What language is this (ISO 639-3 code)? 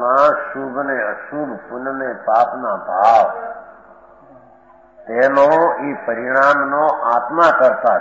guj